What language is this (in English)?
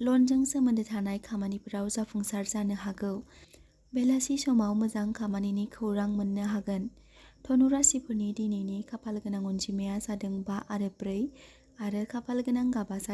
Bodo